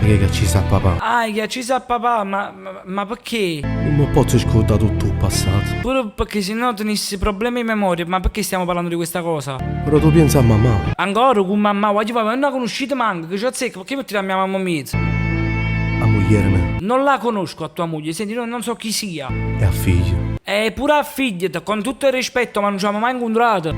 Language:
Neapolitan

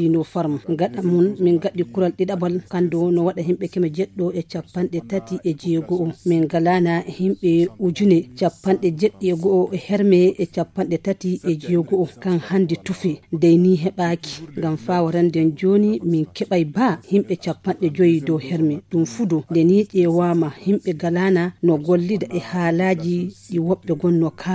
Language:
Fula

